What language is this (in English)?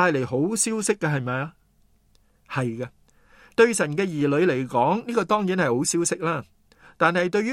Cantonese